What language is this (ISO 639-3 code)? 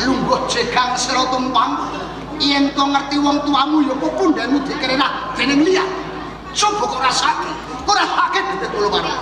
jav